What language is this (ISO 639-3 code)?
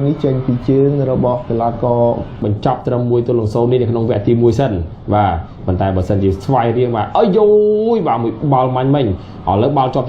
khm